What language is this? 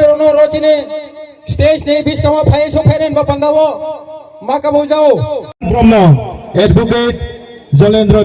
Riang (India)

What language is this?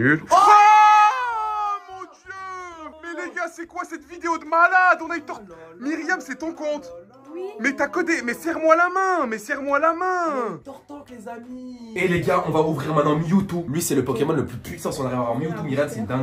French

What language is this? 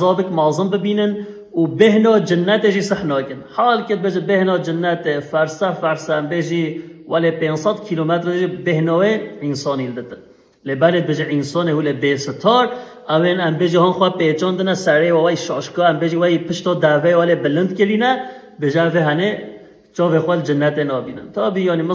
Kurdish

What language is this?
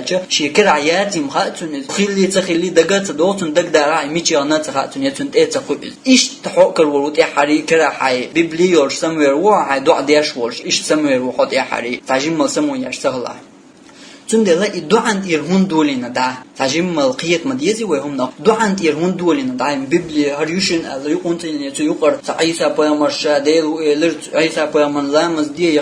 Chechen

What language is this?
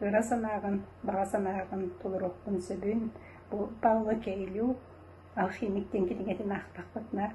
Yakut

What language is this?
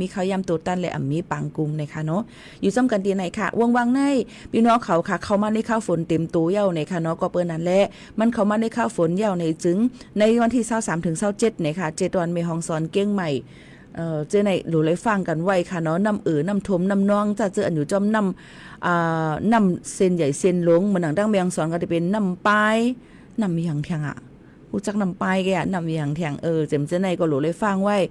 Shan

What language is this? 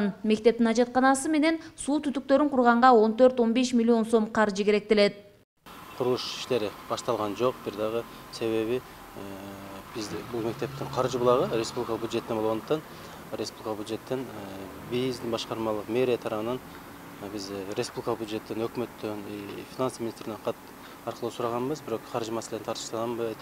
Kyrgyz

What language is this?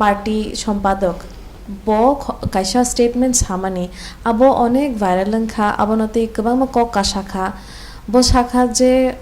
Kok Borok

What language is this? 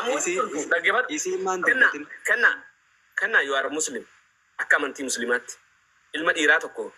Oromo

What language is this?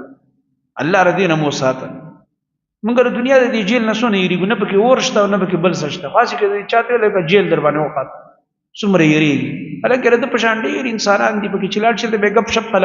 Pashto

